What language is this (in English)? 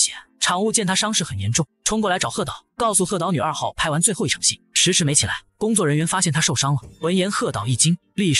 Chinese